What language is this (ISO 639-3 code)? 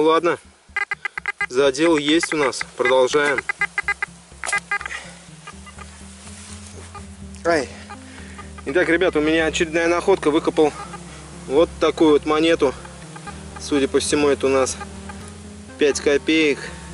rus